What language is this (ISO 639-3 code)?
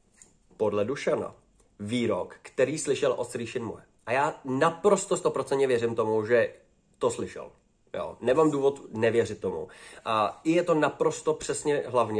ces